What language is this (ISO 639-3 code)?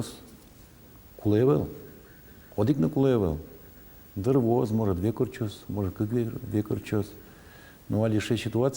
udm